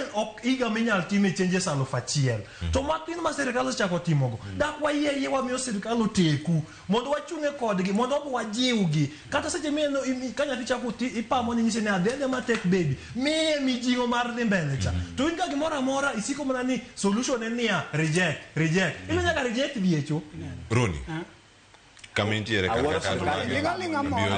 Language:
Luo (Kenya and Tanzania)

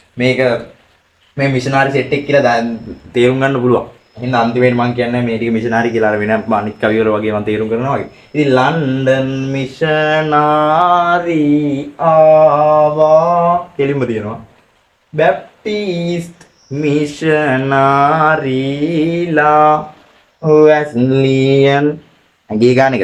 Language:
Sinhala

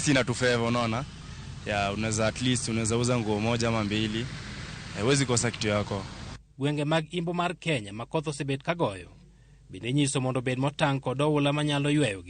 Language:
Luo (Kenya and Tanzania)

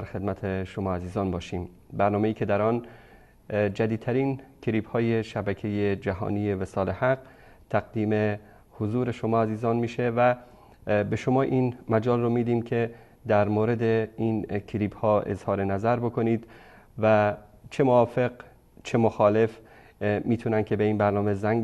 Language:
Persian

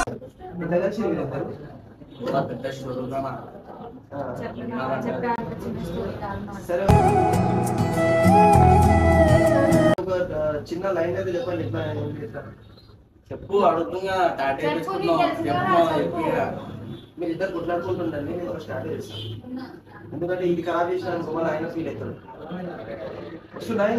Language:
Telugu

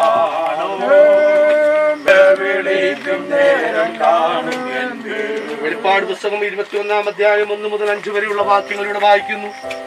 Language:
Malayalam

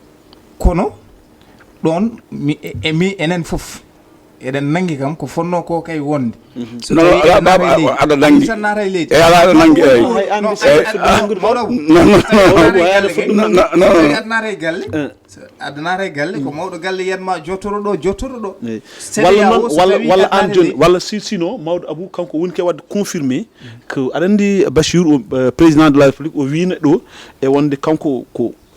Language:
Fula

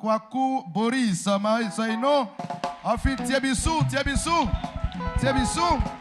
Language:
Baoulé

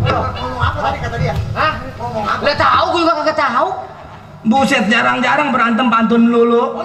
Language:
Betawi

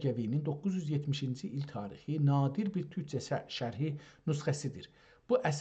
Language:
South Azerbaijani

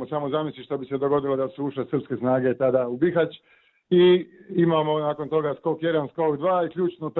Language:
Croatian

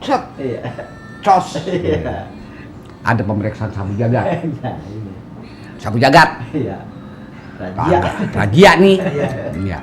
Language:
Betawi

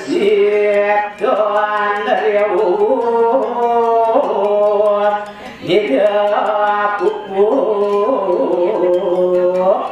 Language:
Balinese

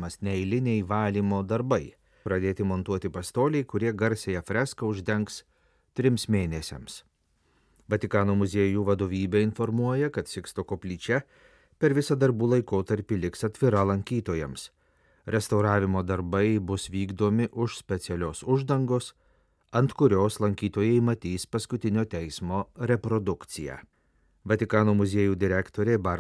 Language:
Lithuanian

